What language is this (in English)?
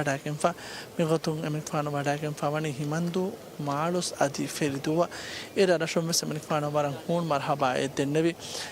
Divehi